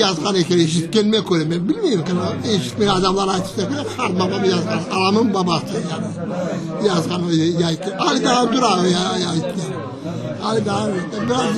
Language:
Crimean Tatar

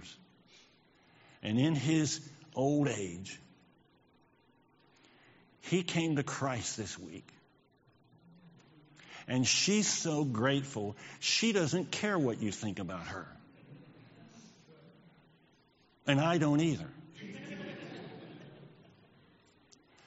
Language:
English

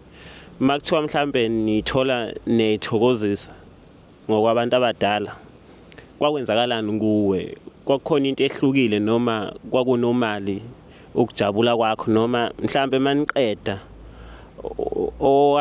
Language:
Zulu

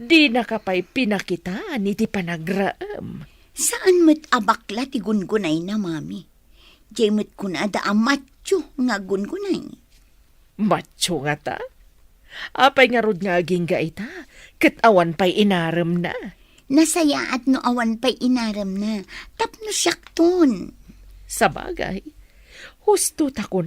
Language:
Iloko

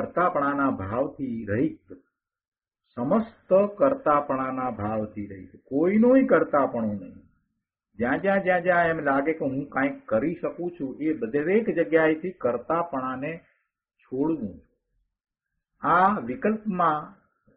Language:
Gujarati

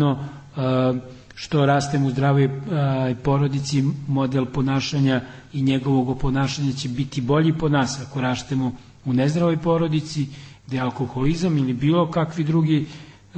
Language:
Serbian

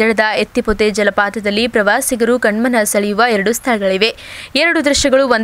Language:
Kannada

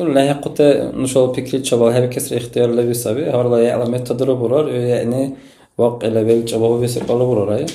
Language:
Dargwa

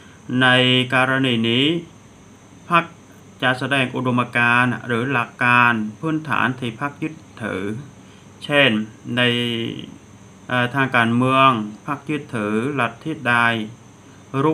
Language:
Thai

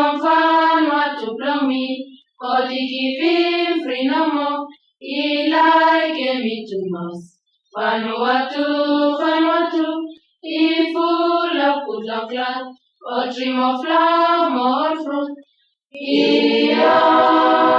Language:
Bislama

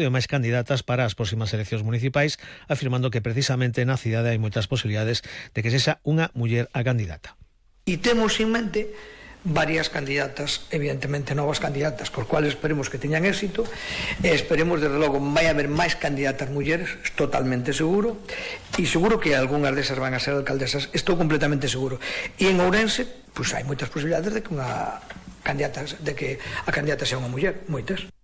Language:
Galician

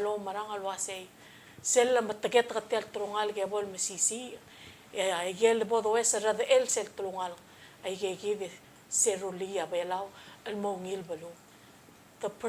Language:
Palauan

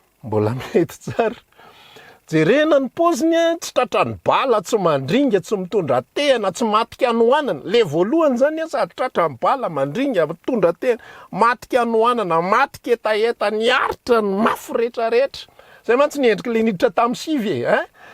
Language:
Malagasy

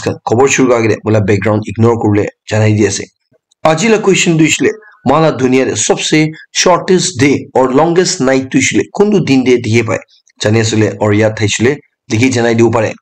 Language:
Naga Pidgin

